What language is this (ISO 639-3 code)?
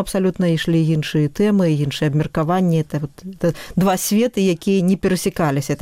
bel